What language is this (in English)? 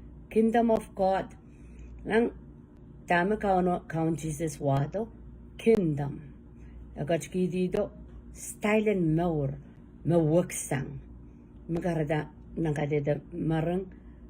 Pohnpeian